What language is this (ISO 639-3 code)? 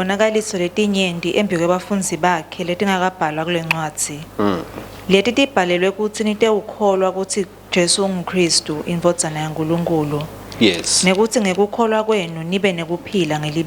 ssw